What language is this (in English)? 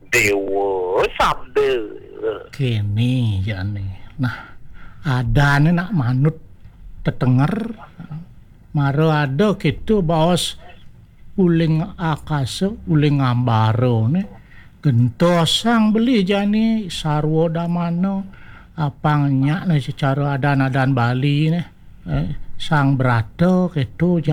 Balinese